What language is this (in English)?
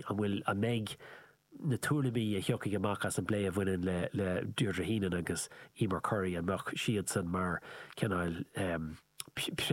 Irish